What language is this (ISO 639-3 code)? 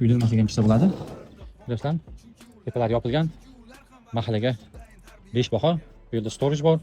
uzb